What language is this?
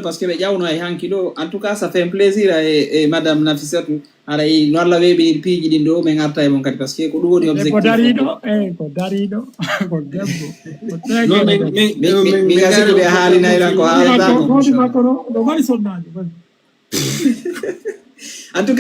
Fula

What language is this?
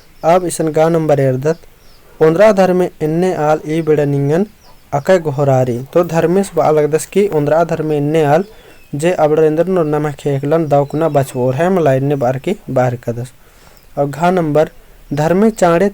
Kurukh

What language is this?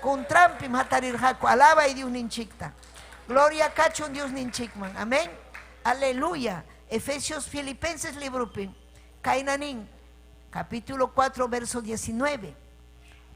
Ayacucho Quechua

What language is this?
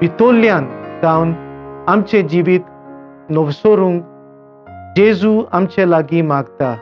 Konkani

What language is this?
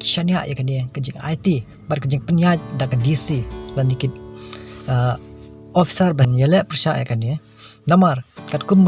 Khasi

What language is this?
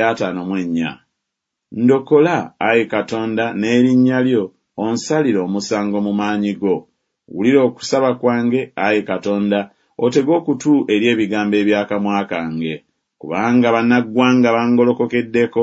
Ganda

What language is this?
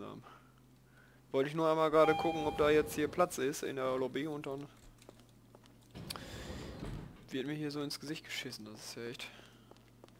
German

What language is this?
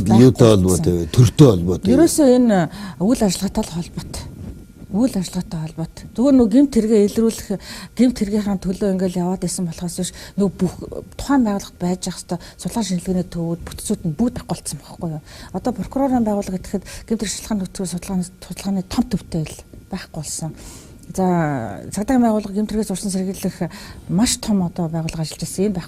Mongolian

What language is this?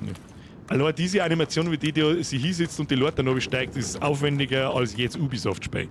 Bavarian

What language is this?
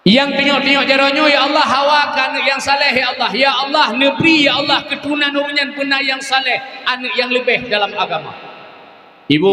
Achinese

